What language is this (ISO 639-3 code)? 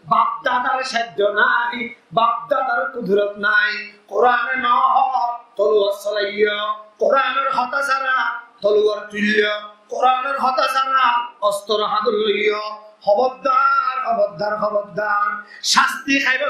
rhg